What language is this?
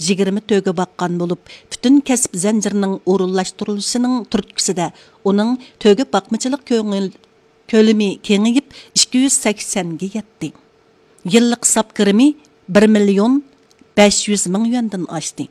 Uyghur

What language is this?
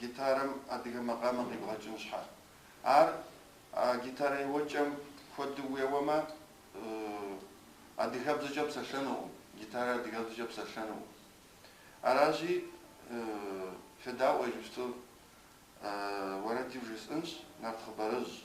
Kabardian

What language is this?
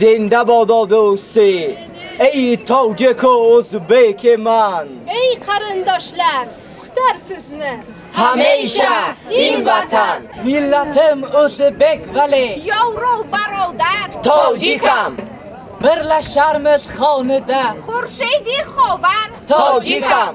Tajik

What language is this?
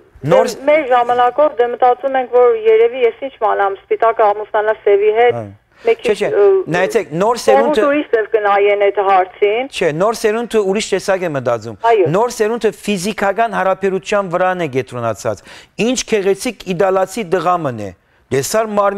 Western Armenian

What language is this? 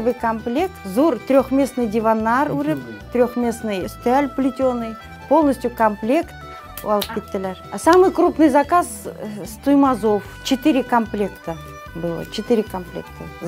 Bashkir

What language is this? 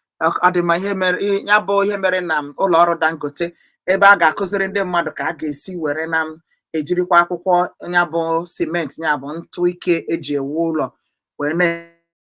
Igbo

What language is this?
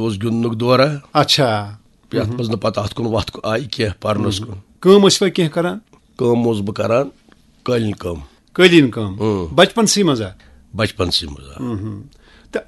Kashmiri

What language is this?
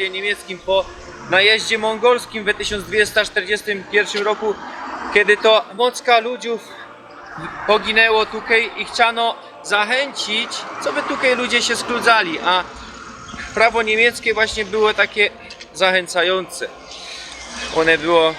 Silesian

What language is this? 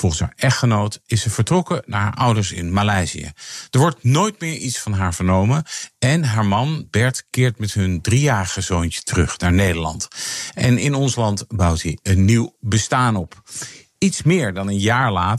Dutch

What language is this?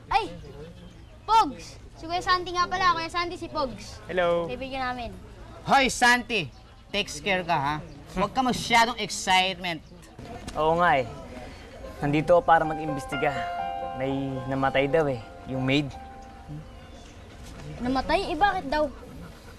Filipino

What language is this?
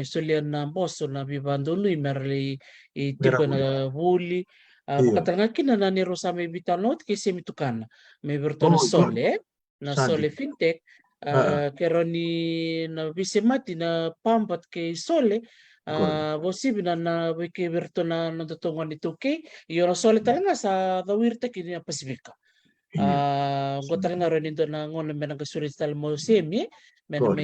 Fijian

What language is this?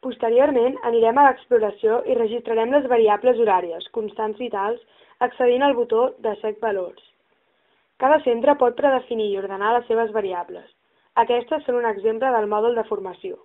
Catalan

